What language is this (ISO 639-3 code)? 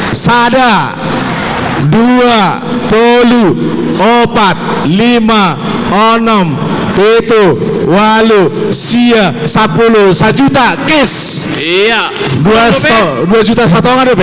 bts